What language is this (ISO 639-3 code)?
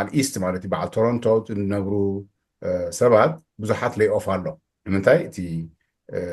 tir